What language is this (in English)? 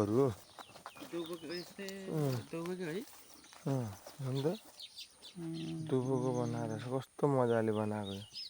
Nepali